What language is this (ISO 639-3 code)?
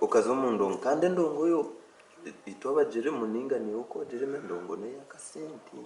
nyn